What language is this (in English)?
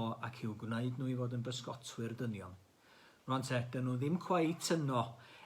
Welsh